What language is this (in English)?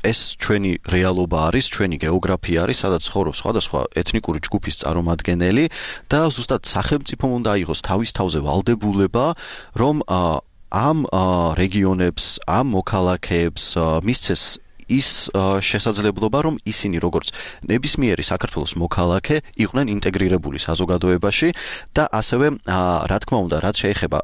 Georgian